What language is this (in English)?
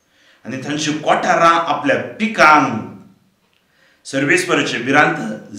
Konkani